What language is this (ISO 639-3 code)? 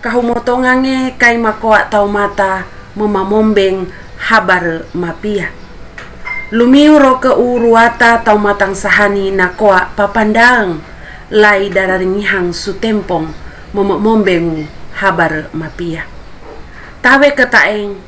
sxn